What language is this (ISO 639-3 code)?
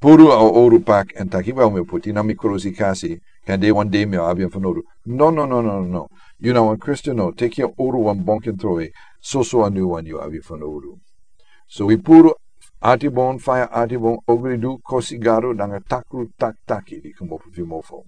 srn